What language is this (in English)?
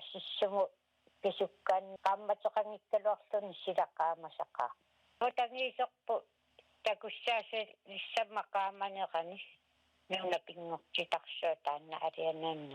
Kalaallisut